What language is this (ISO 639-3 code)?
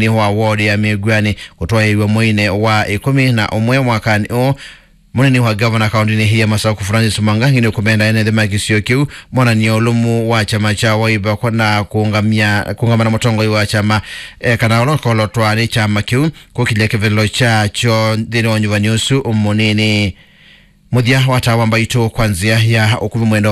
kam